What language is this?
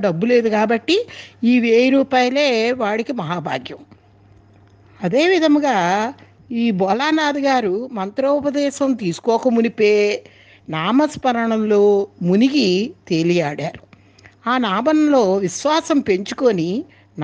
Telugu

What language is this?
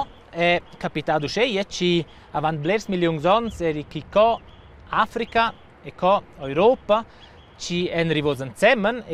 Romansh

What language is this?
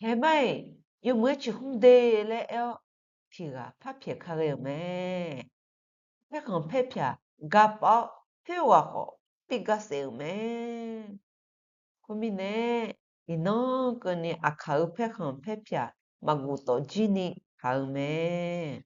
Akha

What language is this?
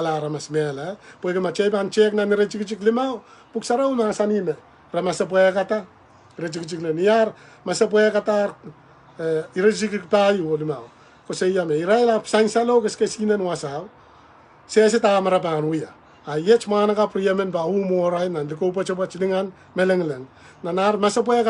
Pohnpeian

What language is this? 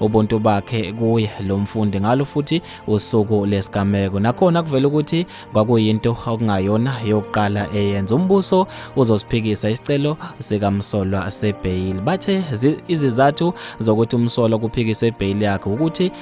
Zulu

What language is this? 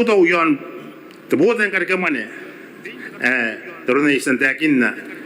Gilbertese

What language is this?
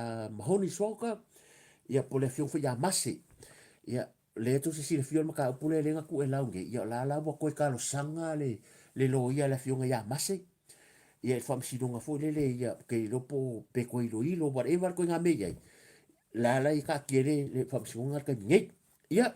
Samoan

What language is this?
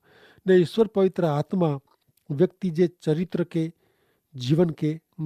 Kachhi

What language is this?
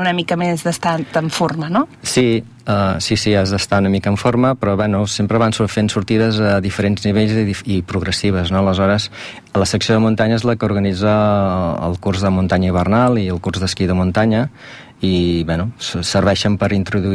Catalan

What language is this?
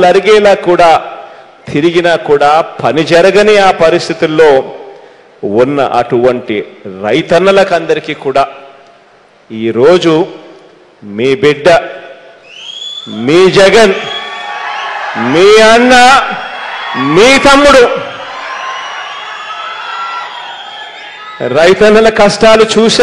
Telugu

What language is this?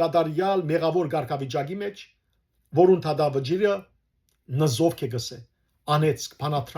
Western Armenian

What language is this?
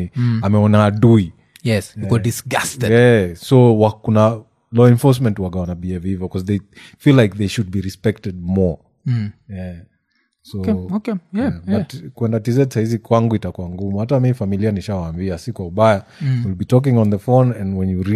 Swahili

